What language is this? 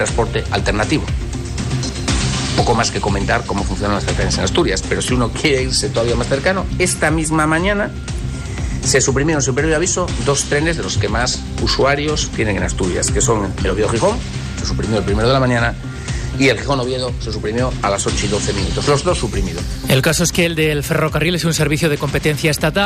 Spanish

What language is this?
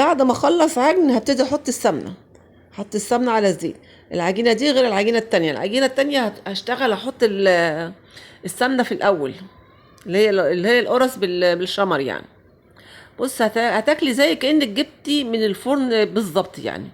Egyptian Arabic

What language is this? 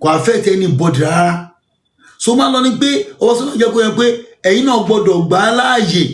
Yoruba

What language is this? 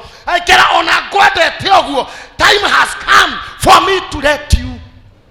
Kikuyu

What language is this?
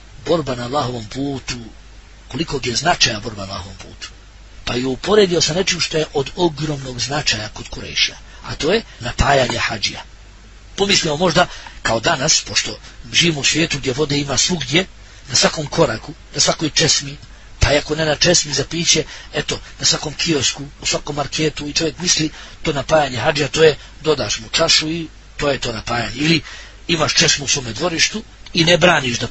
Bosnian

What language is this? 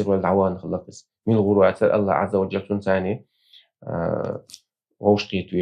Chechen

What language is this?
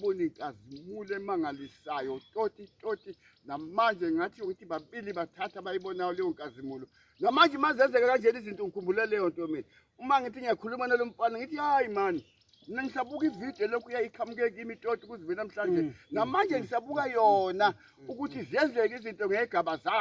Zulu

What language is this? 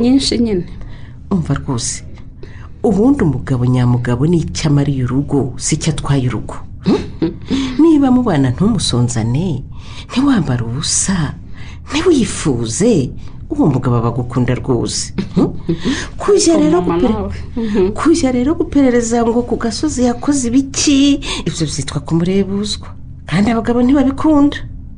Kinyarwanda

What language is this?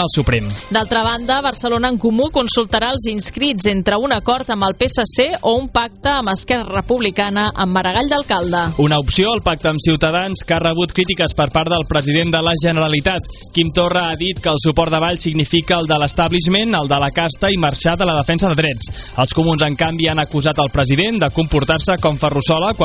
Catalan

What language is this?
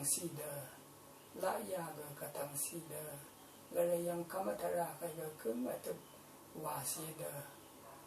Rawang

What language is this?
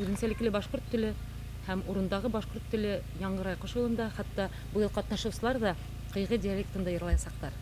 Bashkir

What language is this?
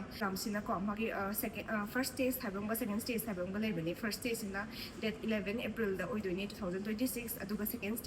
Manipuri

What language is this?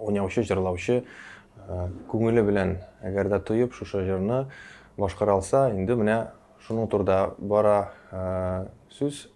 Tatar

